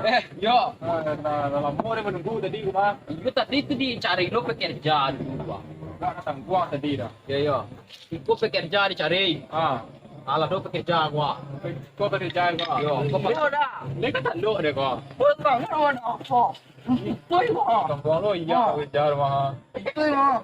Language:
Minangkabau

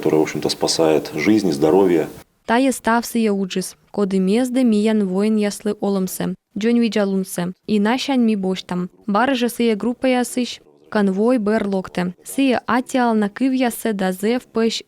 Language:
Komi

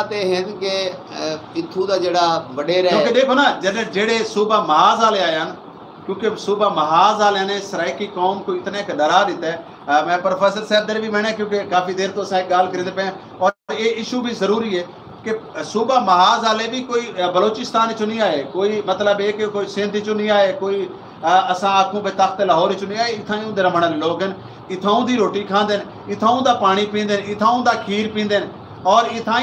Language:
Saraiki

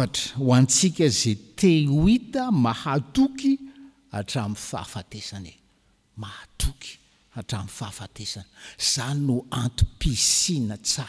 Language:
Malagasy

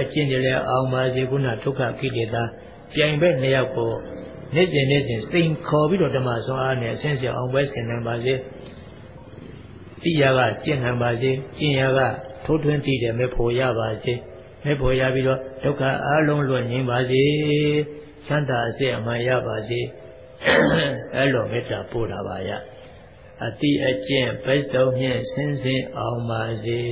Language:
Burmese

